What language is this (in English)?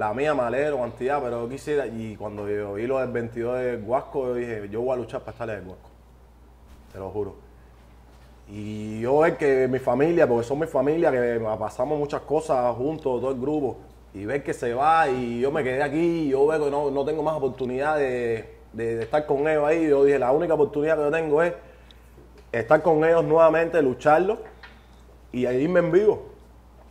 Spanish